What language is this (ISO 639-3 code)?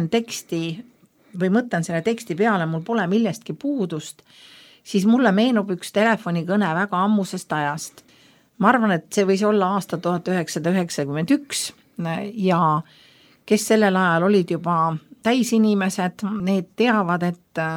est